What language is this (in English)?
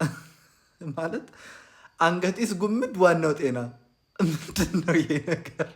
Amharic